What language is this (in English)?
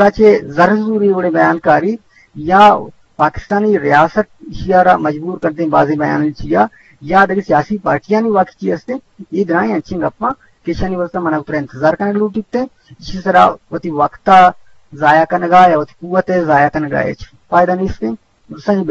Eastern Balochi